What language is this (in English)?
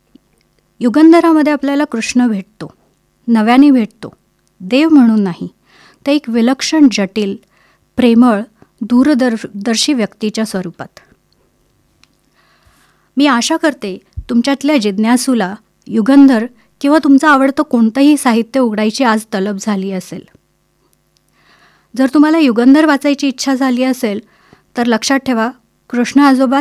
Marathi